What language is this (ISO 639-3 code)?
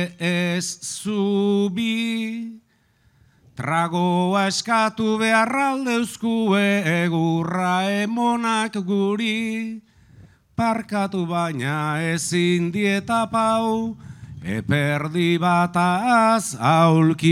eus